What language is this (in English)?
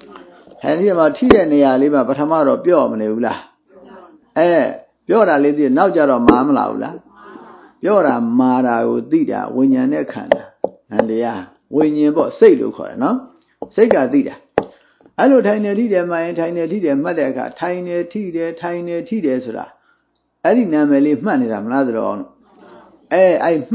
Burmese